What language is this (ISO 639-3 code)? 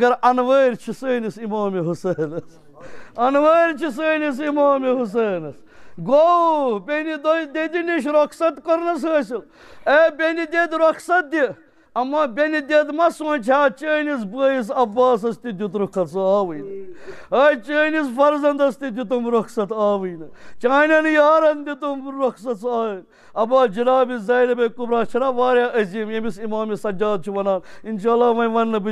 kas